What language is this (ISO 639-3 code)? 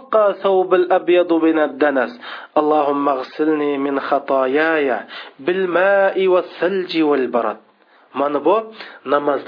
uig